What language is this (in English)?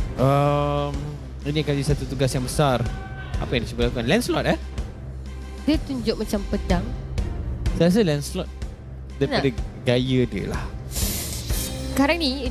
Malay